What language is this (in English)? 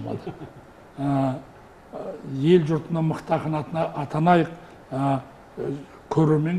Kazakh